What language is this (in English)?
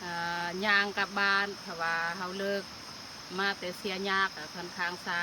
Lao